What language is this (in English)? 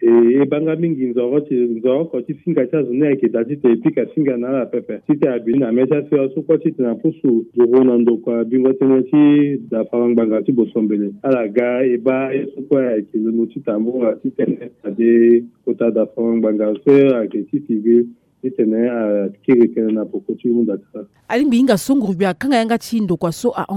Sango